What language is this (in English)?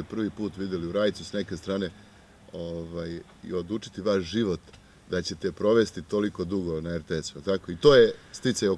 Serbian